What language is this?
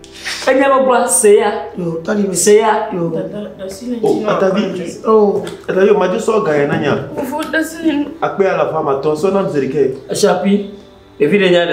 Ewe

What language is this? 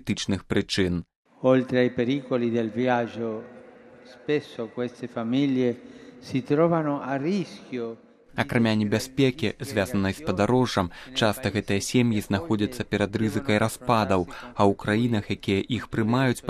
Belarusian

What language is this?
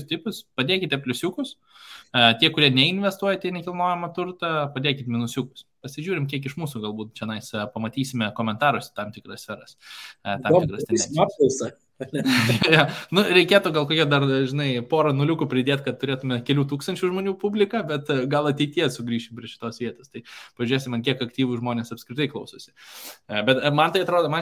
Lithuanian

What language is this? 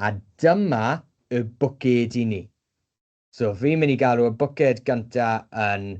Welsh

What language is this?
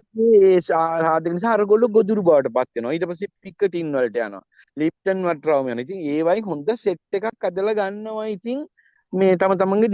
Sinhala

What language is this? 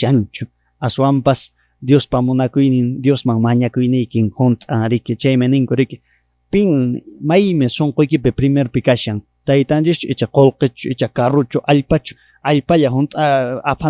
Quechua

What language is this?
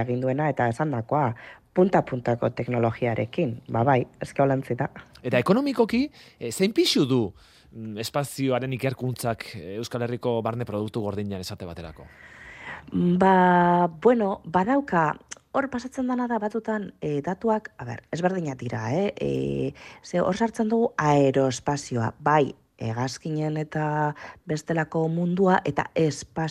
Basque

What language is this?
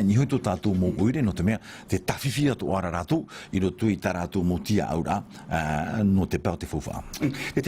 Tahitian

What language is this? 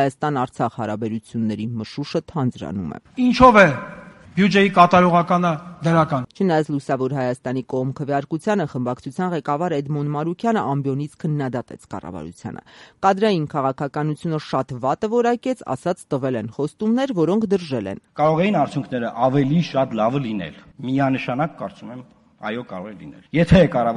Armenian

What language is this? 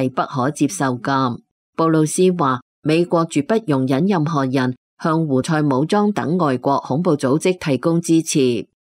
Cantonese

